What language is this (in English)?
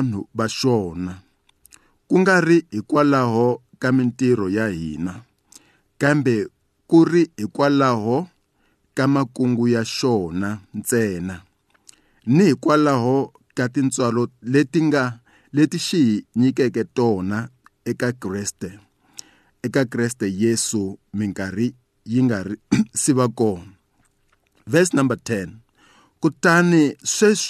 Tsonga